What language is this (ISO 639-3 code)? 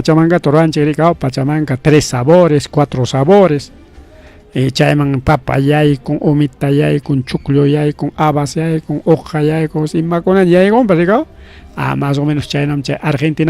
quy